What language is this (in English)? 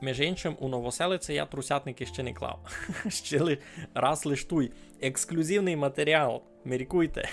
Rusyn